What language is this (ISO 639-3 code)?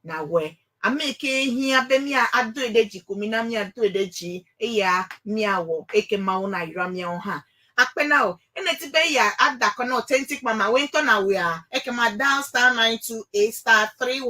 ewe